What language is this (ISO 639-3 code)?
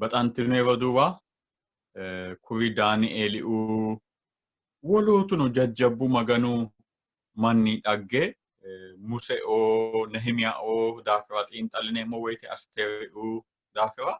sid